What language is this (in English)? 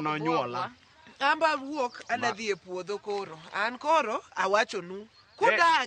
Luo (Kenya and Tanzania)